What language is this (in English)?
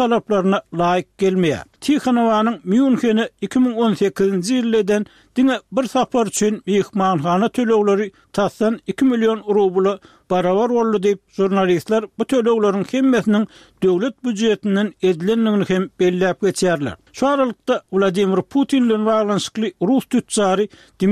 Turkmen